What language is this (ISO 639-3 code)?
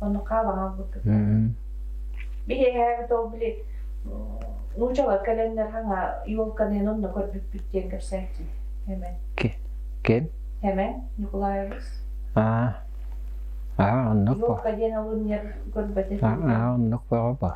sah